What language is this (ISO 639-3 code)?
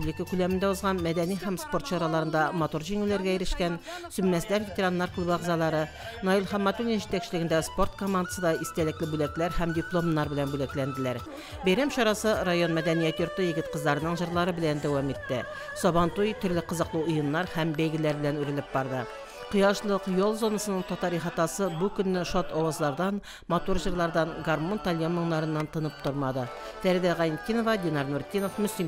tat